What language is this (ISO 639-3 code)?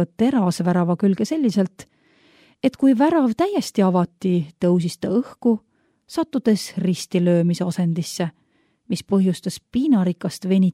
est